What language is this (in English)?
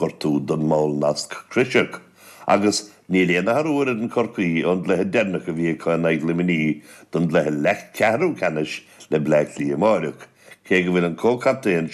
Irish